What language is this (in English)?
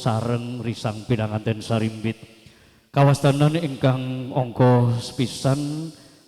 Javanese